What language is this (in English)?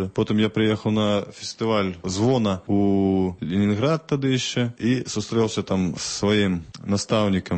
Belarusian